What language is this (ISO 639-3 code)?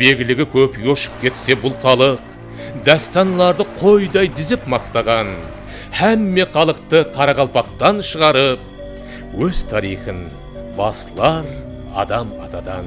kaa